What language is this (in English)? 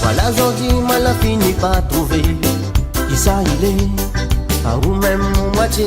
Réunion Creole French